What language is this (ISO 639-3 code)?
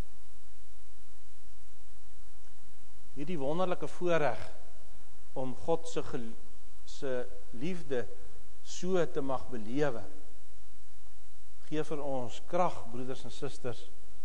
afr